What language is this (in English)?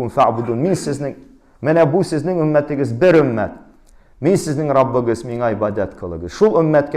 Tatar